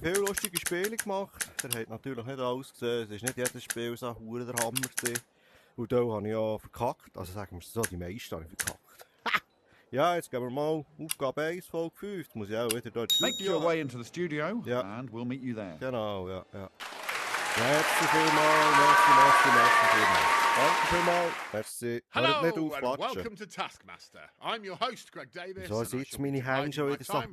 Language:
Swiss German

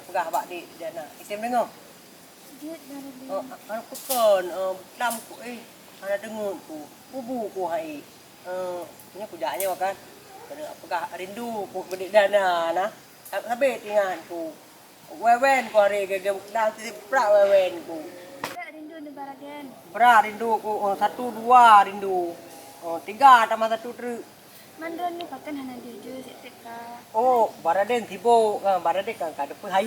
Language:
Achinese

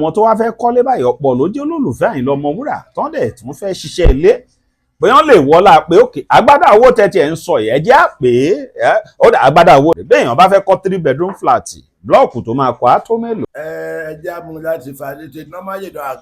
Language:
Yoruba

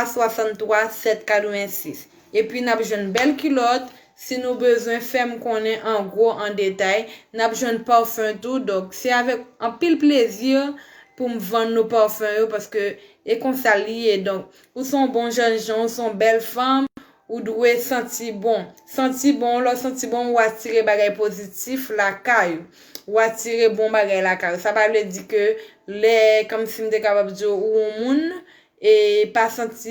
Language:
Haitian Creole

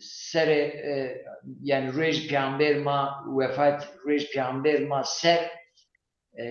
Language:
Zaza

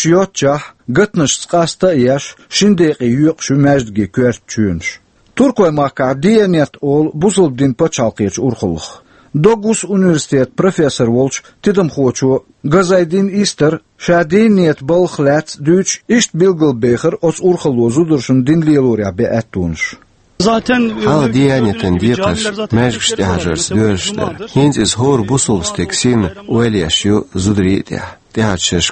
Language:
Chechen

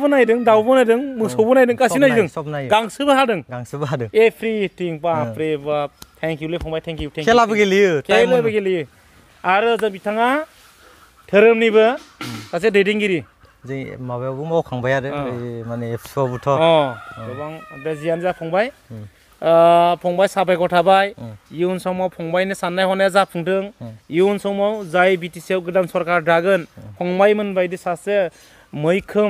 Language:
Bodo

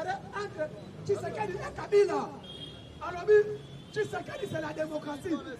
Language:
Lingala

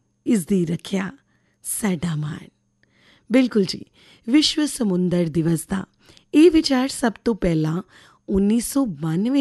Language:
Punjabi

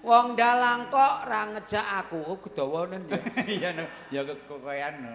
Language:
Javanese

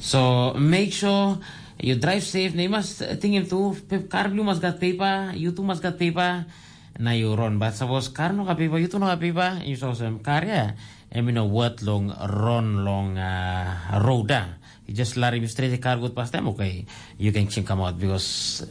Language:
Tok Pisin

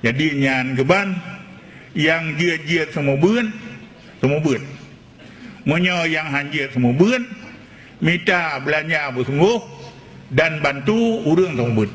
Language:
Achinese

